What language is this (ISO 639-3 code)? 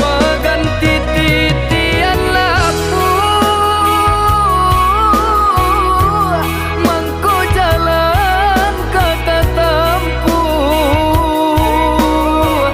min